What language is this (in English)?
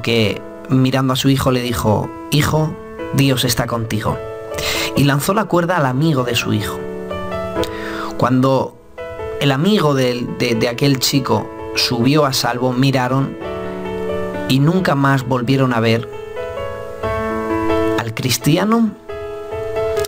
Spanish